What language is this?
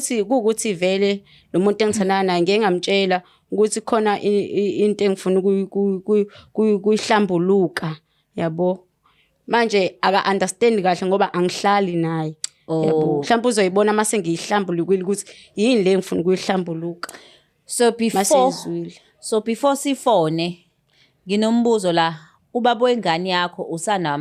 Zulu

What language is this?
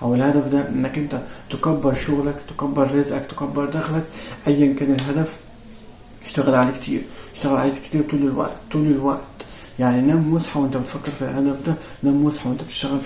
Egyptian Arabic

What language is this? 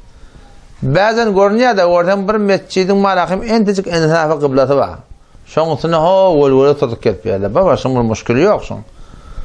Turkmen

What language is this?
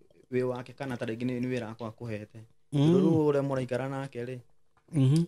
Kikuyu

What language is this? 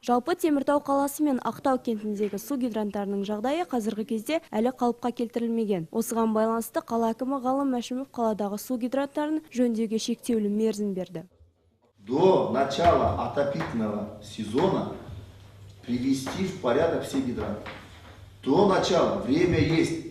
Kazakh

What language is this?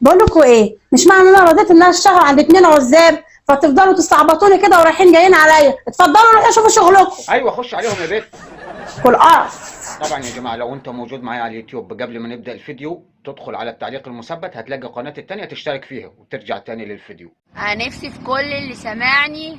Egyptian Arabic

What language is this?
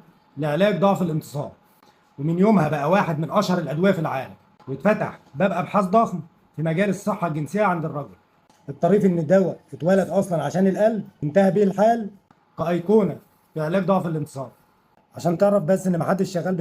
Egyptian Arabic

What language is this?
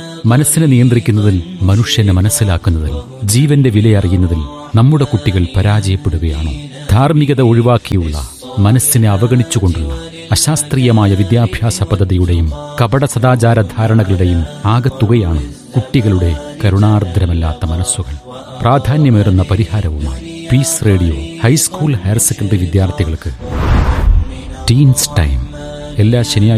Malayalam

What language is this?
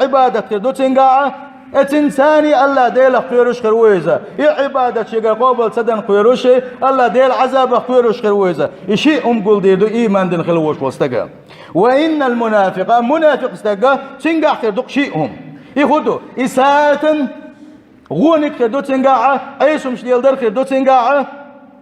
Chechen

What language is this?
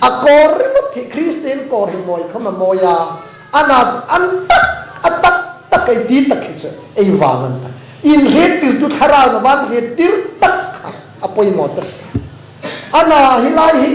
Hmar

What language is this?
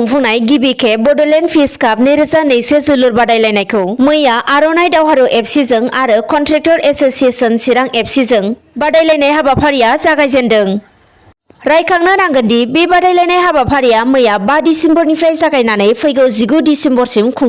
Bodo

